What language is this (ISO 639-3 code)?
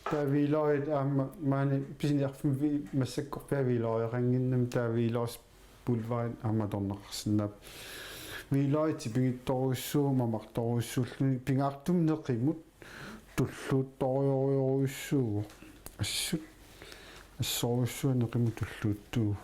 kal